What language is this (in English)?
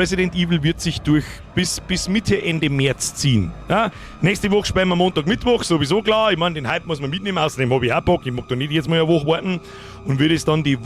Bavarian